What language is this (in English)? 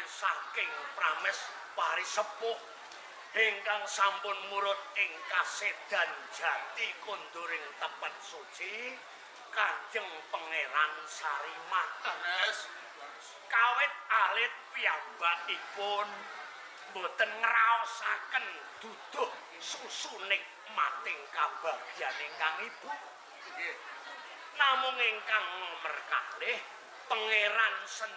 Javanese